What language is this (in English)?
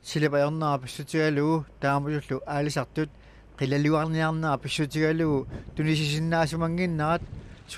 Kalaallisut